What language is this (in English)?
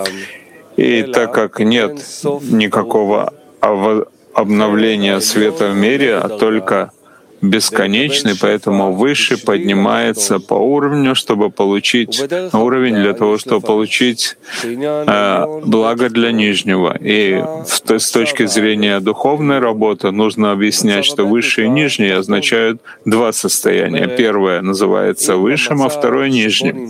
Russian